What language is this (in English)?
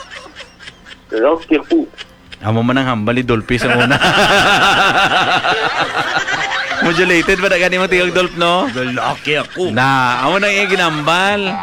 Hiligaynon